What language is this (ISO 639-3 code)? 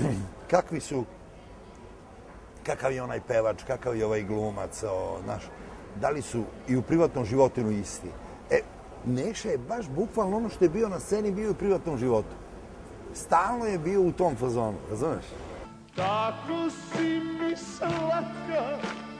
srp